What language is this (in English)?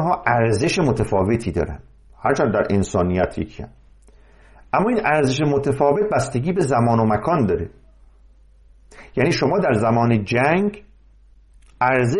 Persian